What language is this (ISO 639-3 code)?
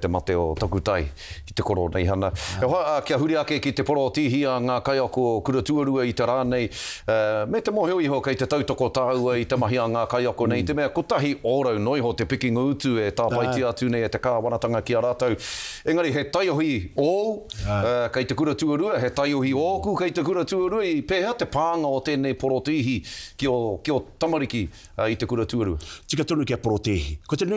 mri